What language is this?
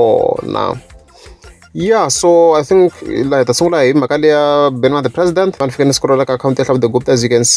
Tsonga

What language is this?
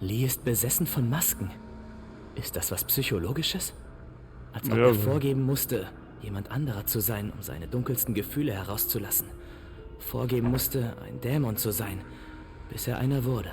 Bavarian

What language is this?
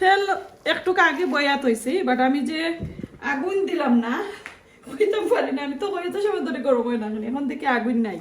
Sylheti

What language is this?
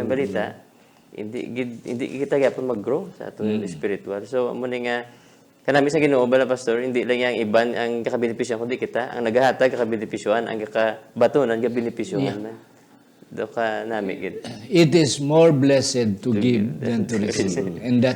Hiligaynon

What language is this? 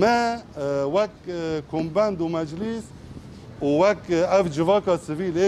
Kurdish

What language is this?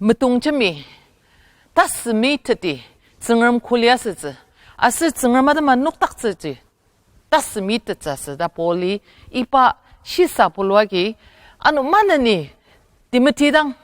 Ao Naga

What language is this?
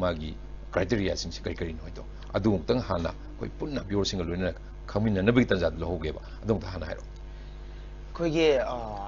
Manipuri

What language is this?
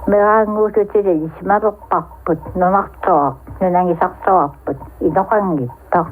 Kalaallisut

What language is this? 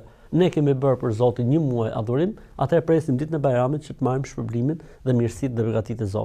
Albanian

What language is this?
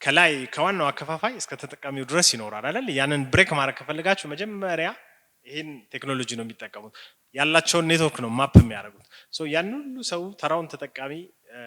Amharic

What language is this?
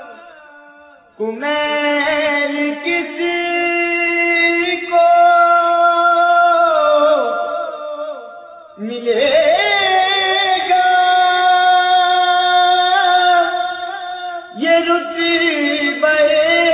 Urdu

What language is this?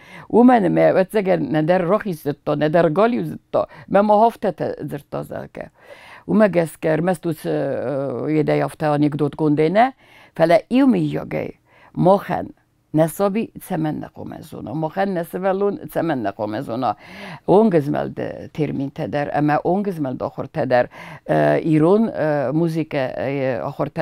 Ossetic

